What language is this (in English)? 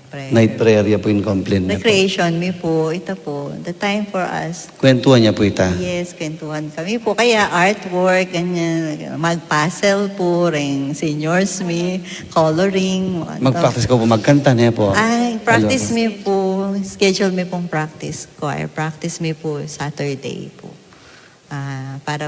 Pampanga